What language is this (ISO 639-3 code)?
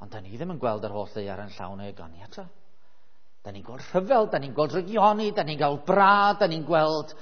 cym